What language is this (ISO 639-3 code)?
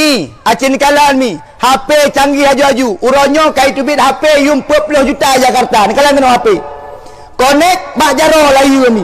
ace